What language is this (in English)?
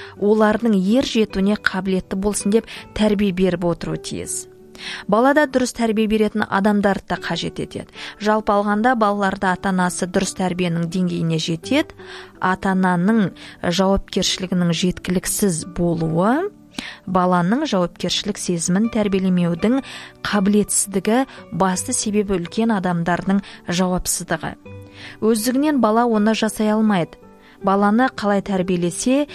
Kazakh